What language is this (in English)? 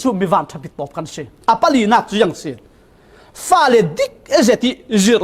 Falam Chin